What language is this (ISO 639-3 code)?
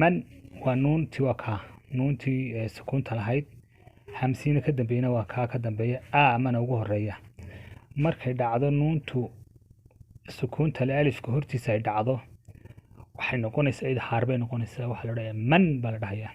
som